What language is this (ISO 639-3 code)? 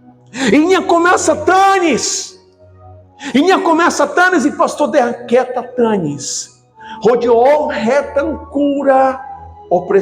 tet